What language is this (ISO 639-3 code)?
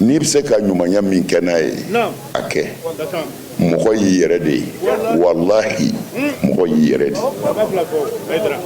bam